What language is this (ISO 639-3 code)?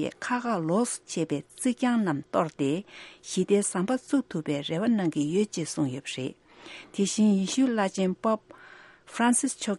bod